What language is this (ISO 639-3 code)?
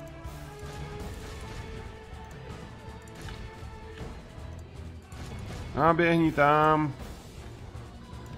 ces